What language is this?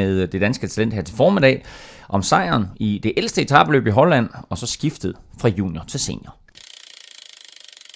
Danish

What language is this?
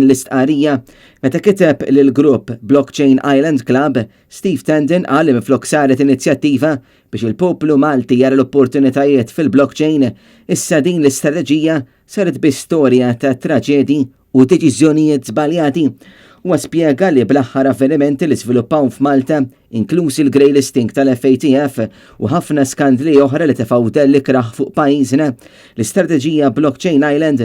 Maltese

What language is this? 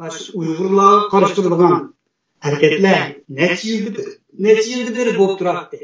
Uyghur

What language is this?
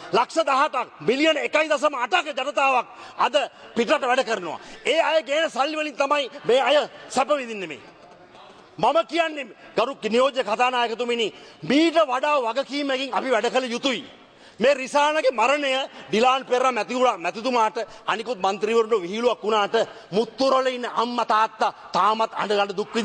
Sinhala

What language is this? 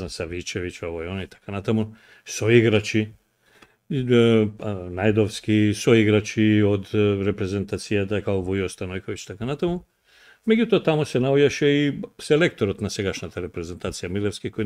Macedonian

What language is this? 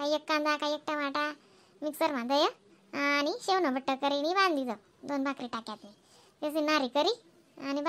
Khandesi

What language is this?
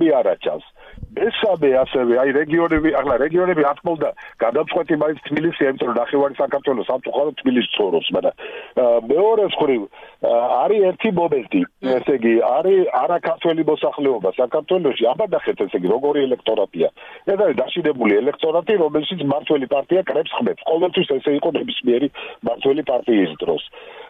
Georgian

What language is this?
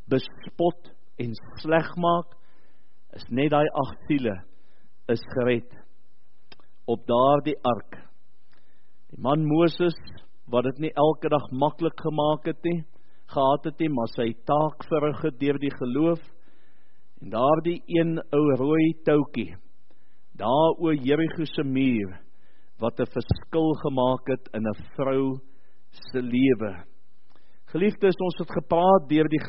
Afrikaans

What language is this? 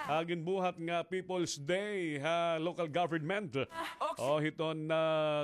Waray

